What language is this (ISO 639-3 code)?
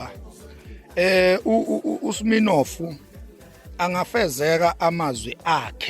zul